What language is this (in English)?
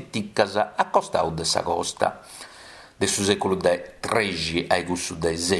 Sardinian